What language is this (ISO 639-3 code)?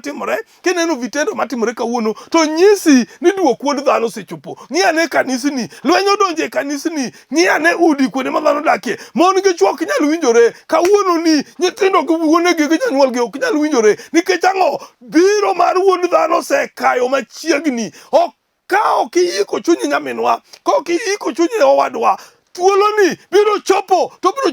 luo